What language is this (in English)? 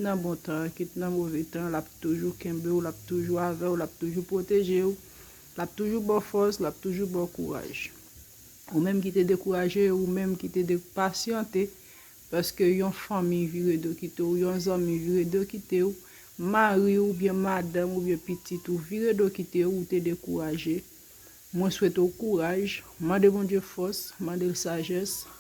Haitian Creole